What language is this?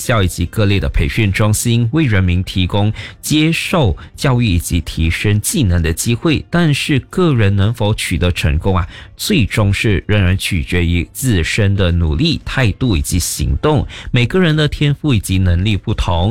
Chinese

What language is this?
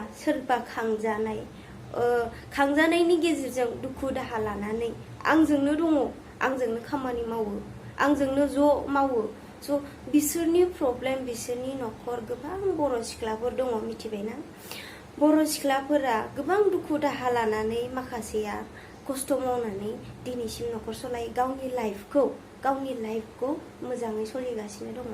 Bodo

